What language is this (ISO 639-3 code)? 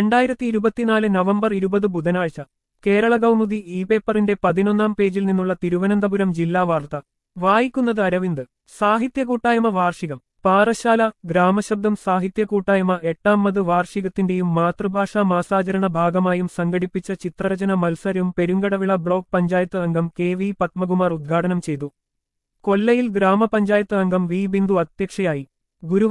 mal